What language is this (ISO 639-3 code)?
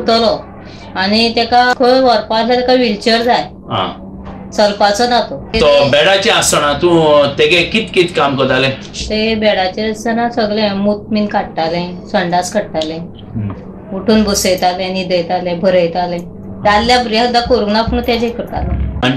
kok